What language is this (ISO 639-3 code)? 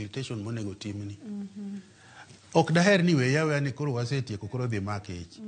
luo